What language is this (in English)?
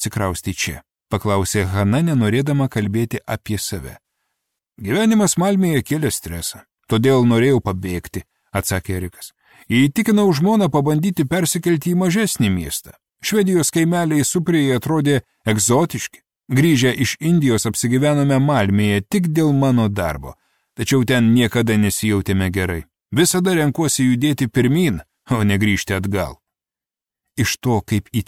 Lithuanian